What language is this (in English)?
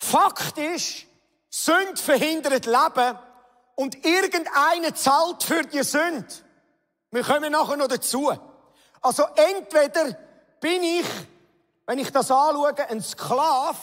Swiss German